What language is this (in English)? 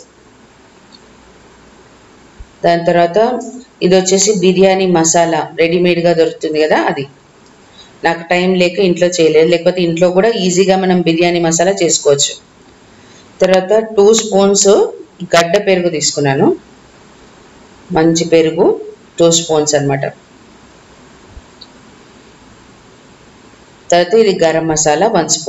Telugu